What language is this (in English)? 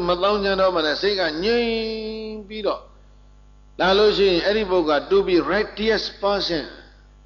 Burmese